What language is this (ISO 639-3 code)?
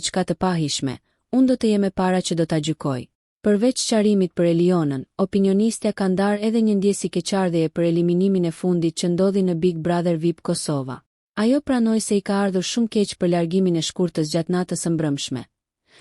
sqi